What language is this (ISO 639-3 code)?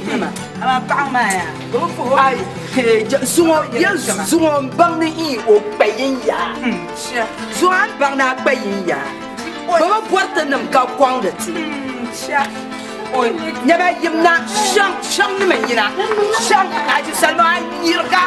dag